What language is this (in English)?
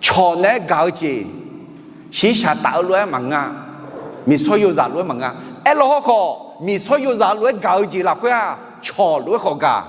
Akha